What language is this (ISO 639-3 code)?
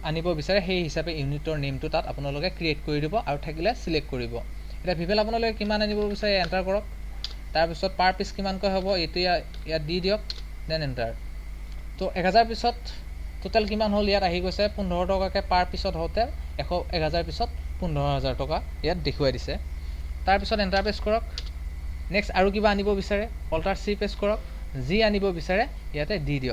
asm